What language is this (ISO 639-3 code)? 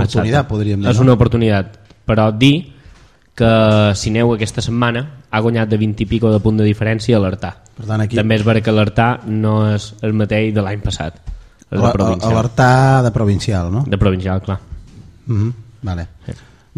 cat